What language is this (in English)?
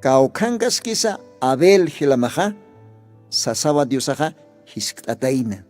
Aymara